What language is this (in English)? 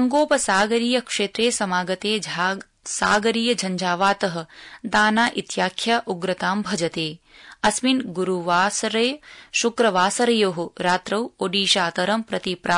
Sanskrit